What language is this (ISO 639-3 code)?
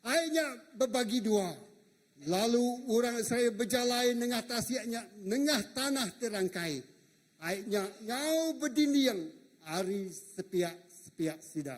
iba